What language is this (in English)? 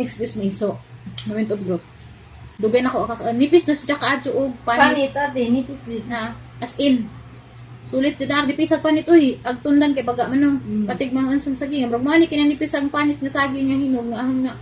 Cebuano